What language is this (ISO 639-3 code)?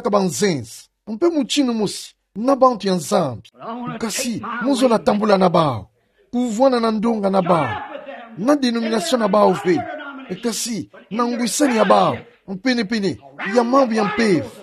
ktu